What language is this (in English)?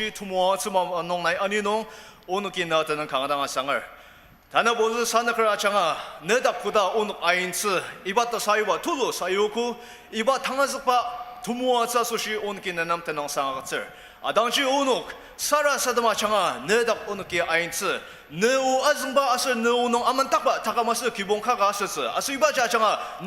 Ao Naga